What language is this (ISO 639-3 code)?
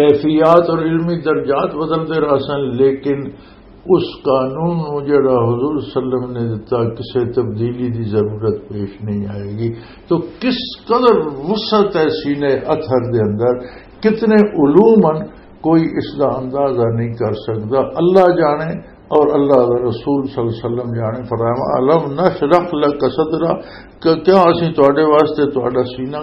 lah